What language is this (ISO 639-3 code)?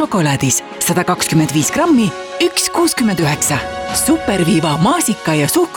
est